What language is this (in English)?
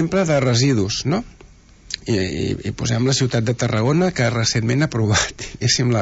Catalan